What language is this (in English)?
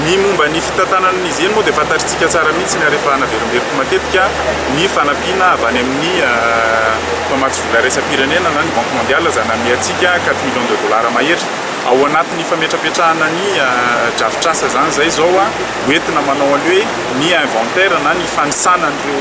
Malagasy